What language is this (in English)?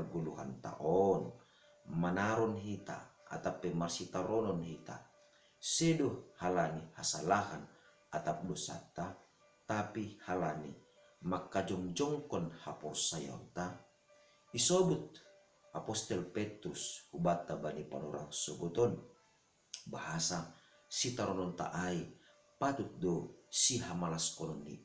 Batak Simalungun